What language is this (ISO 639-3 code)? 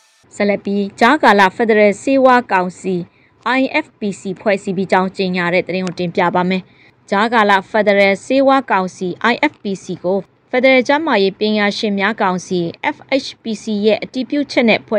mya